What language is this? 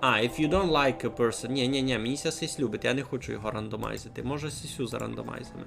Rusyn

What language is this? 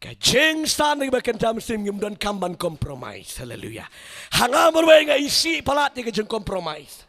Khasi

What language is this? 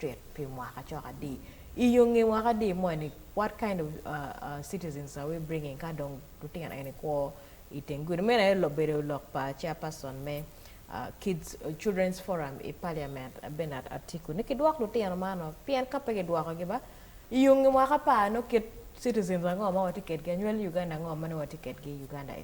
Acoli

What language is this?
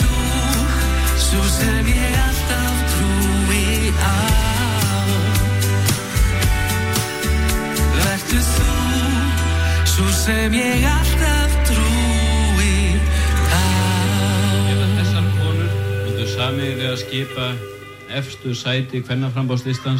Icelandic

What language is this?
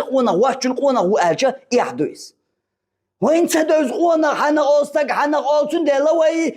Chechen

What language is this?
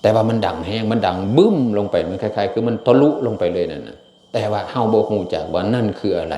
Northeastern Thai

